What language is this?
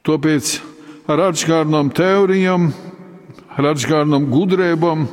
Latgalian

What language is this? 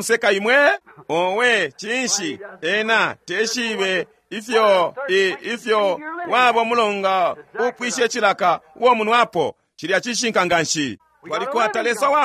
Bemba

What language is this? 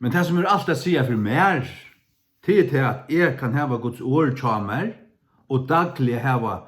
Faroese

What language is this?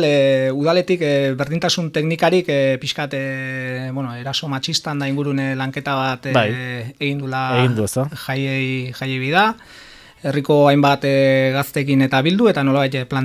Basque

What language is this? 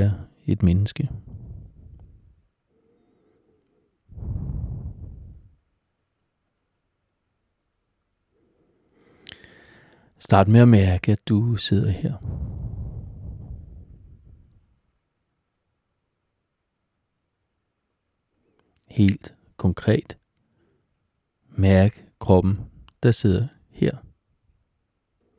Danish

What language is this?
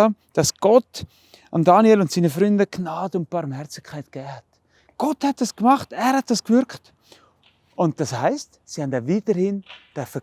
Swiss German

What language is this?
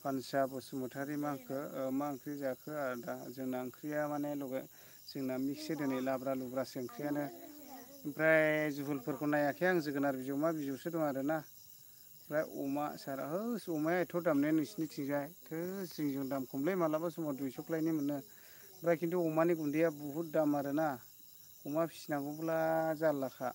Bodo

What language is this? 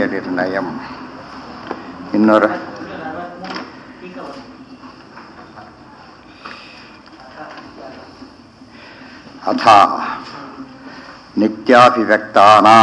Kannada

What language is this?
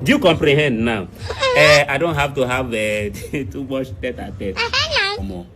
Nigerian Pidgin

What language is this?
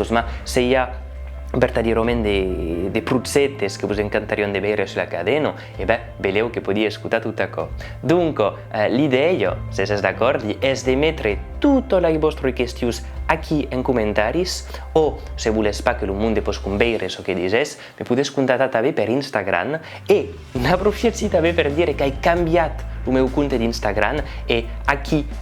Occitan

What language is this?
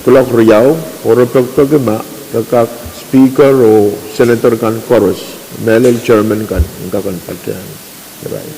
Pohnpeian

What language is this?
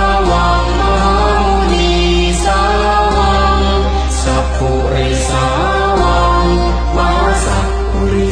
Pali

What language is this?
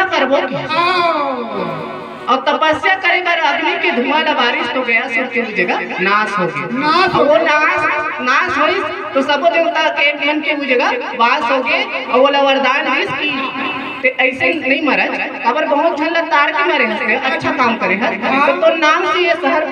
Chhattisgarhi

